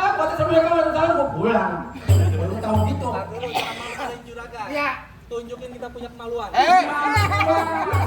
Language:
Betawi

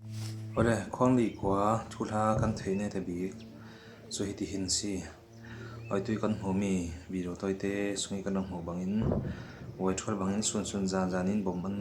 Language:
Falam Chin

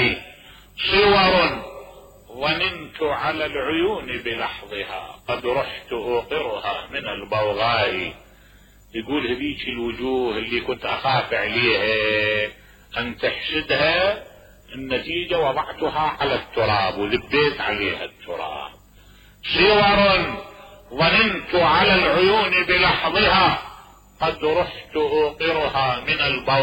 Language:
Mesopotamian Arabic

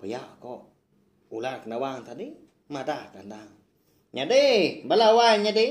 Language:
Iban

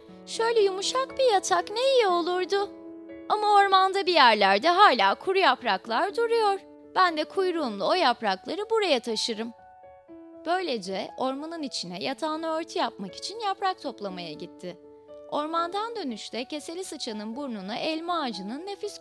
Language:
Turkish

